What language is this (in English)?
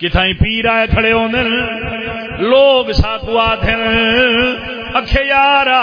Saraiki